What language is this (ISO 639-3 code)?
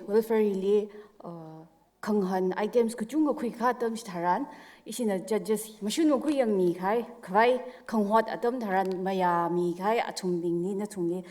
nmf